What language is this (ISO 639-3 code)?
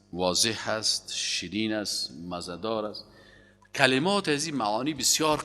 fas